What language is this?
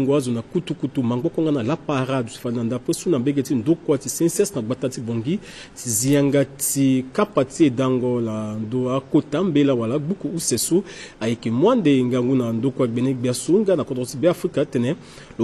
Sango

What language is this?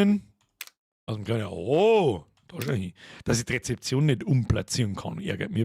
Bavarian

